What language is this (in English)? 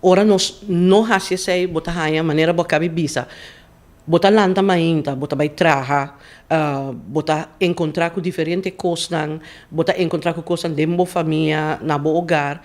Papiamento